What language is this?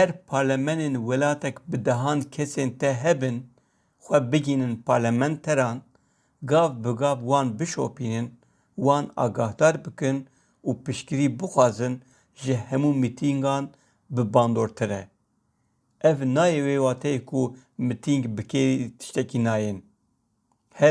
Kurdish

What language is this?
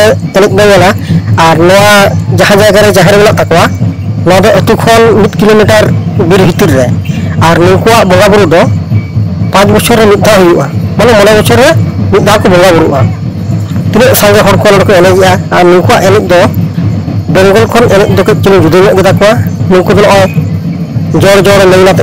Santali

